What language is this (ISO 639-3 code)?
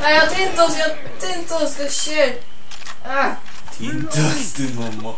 fao